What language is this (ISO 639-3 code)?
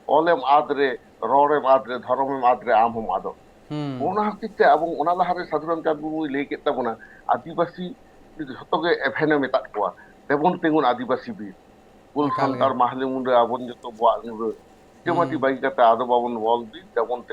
sat